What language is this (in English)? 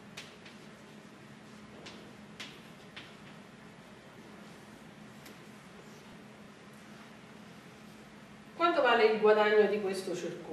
Italian